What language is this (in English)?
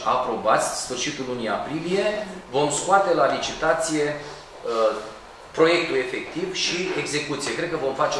Romanian